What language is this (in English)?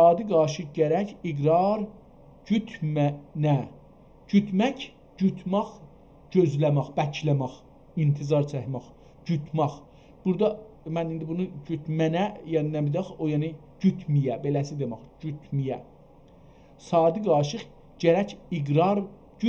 South Azerbaijani